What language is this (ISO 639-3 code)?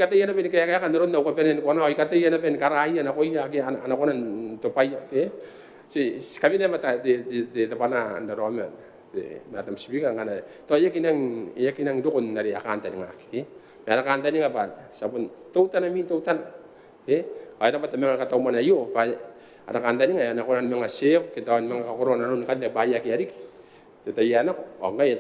gil